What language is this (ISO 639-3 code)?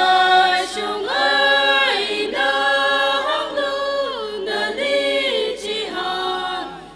nmf